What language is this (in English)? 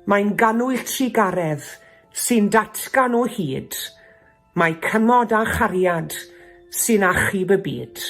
Welsh